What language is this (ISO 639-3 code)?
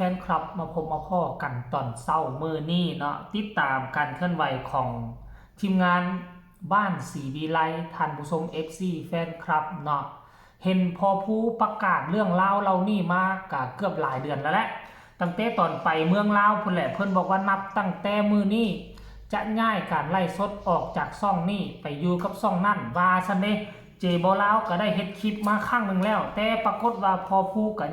tts